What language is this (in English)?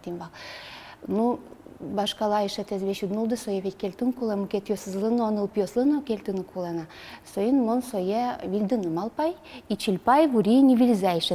Udmurt